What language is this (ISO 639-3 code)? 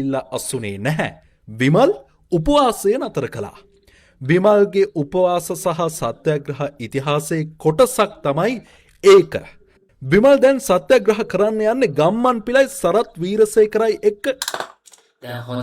sin